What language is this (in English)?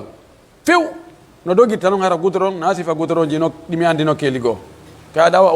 Pular